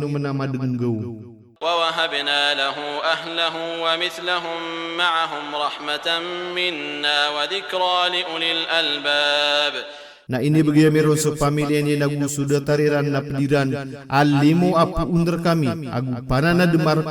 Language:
Maranao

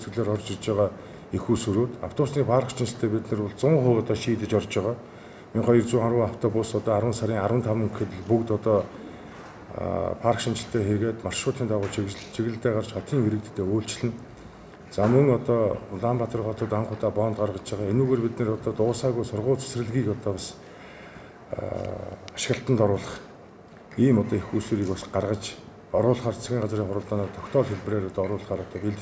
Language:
Mongolian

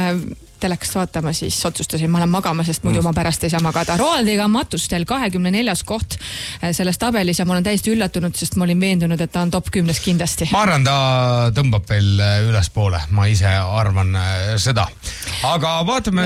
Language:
Estonian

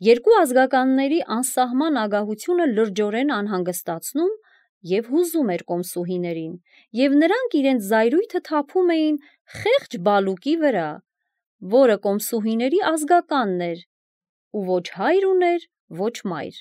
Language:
Armenian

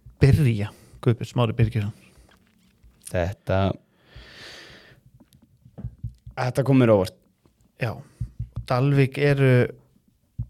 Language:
Icelandic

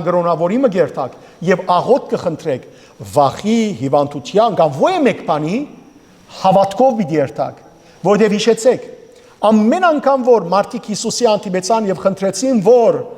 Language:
Western Armenian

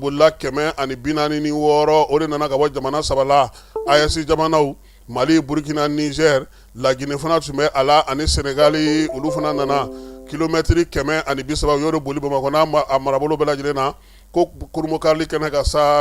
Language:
Bambara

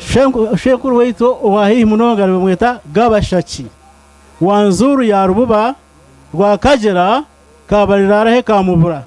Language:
Nyankole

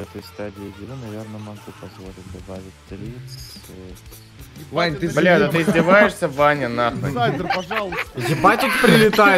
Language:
Russian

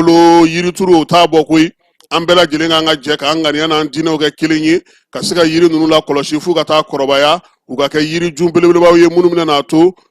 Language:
Bambara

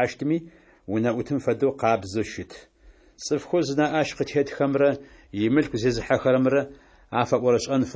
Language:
Adyghe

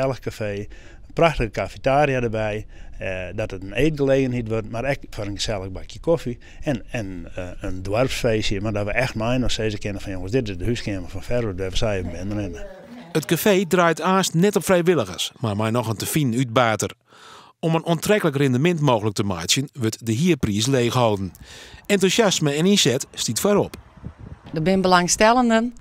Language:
Western Frisian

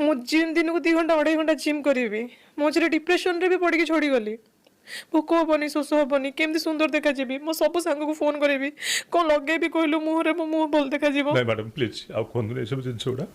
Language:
Odia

